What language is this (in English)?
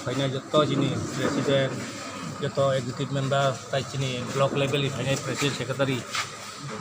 Kok Borok